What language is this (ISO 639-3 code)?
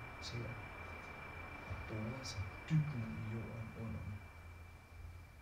dan